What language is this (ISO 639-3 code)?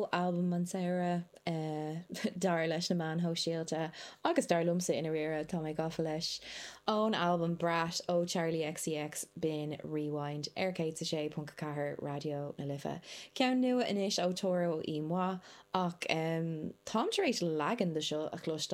gle